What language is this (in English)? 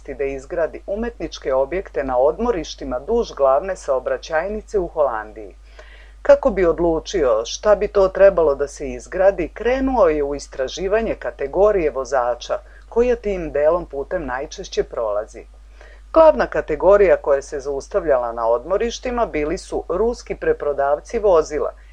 Serbian